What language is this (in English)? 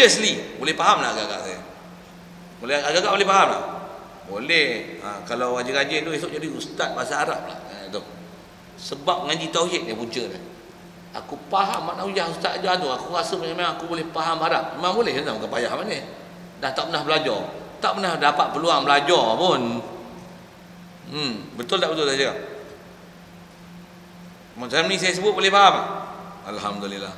Malay